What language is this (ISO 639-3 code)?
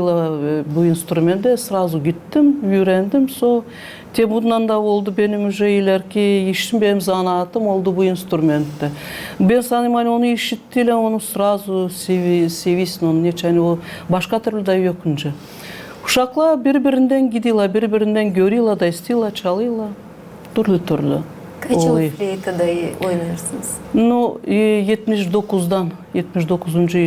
gag